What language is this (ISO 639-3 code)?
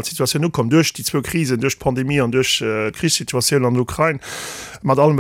ltz